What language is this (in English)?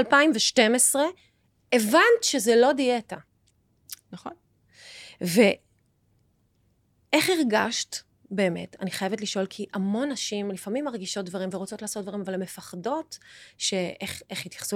Hebrew